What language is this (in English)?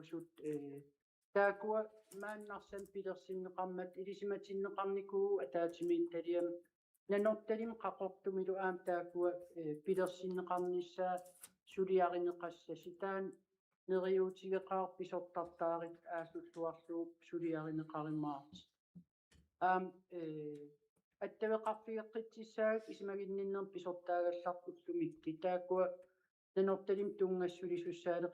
Kalaallisut